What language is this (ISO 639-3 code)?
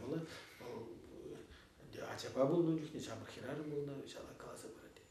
chv